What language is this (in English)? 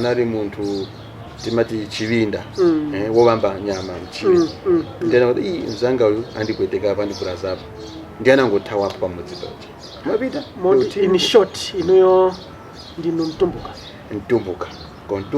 Nyanja